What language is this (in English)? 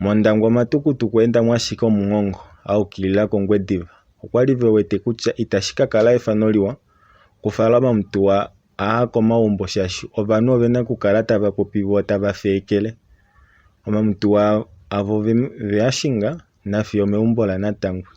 Kuanyama